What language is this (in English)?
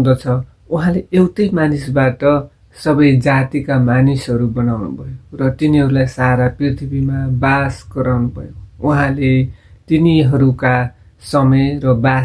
Nepali